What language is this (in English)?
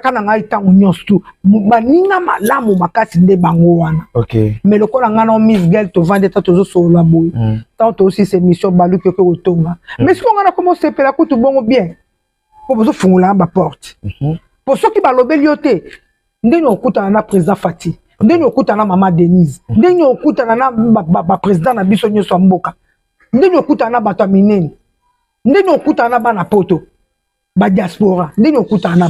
Lingala